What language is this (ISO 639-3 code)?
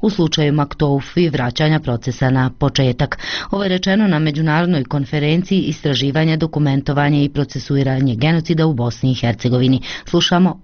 bos